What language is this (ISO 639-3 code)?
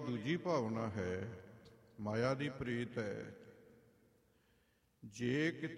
pan